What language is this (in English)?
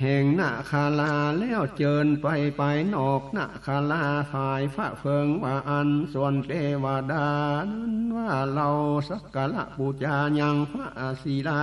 Northern Thai